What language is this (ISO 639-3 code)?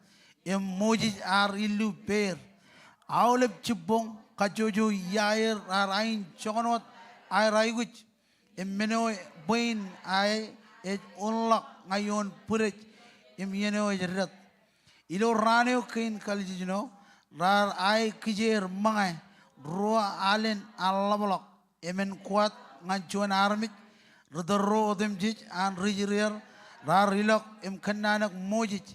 mah